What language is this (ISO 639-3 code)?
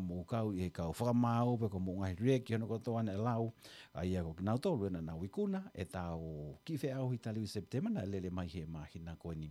ton